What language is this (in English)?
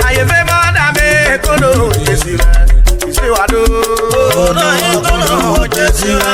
Urhobo